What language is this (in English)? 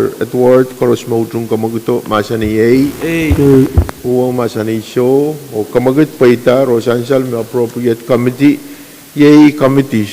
Pohnpeian